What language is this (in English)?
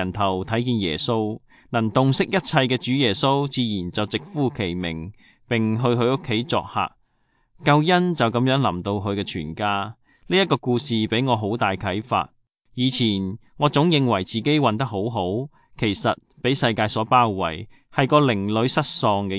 Cantonese